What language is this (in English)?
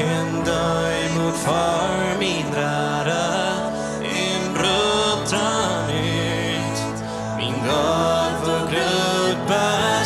Plautdietsch